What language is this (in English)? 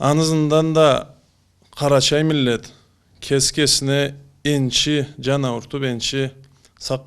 Karachay-Balkar